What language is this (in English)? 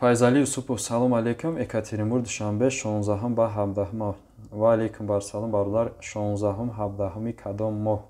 Tajik